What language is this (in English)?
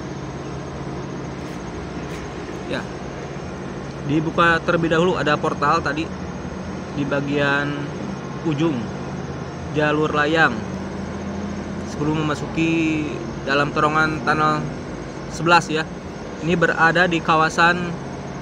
Indonesian